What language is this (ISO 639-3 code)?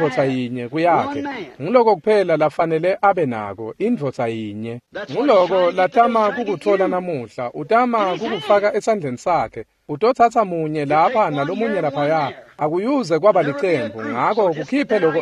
ssw